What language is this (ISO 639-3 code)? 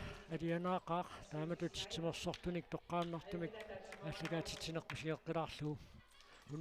kal